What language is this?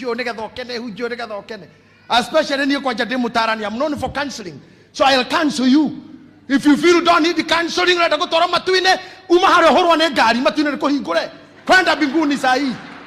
Kikuyu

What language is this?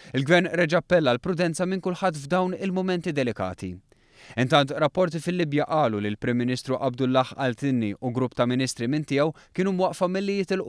Maltese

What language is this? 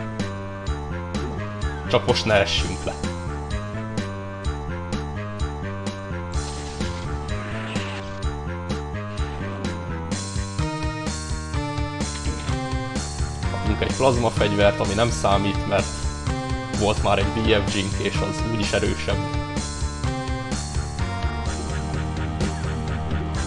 Hungarian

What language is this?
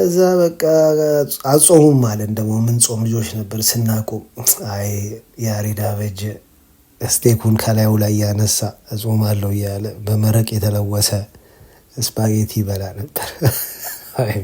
Amharic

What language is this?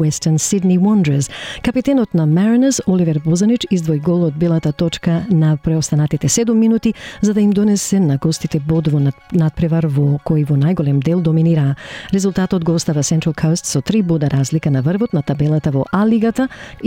Macedonian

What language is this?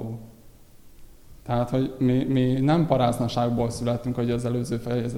Hungarian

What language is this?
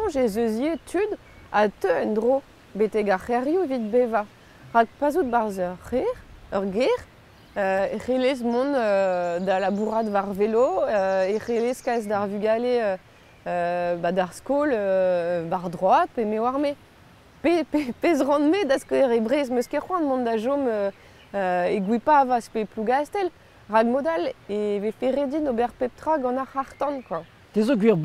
Breton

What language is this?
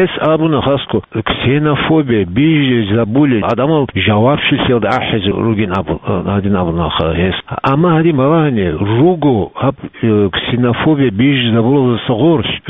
Avaric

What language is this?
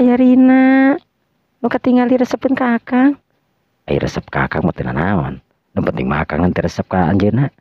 Sundanese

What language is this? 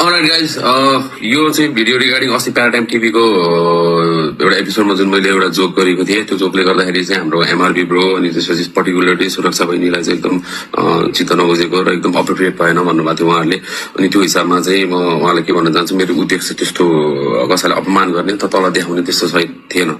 Nepali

